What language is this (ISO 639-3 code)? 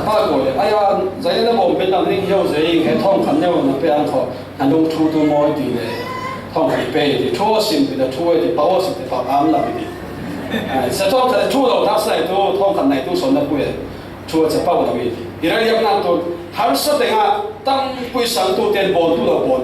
cfm